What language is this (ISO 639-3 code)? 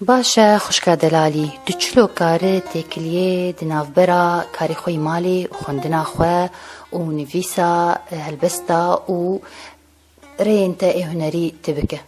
kur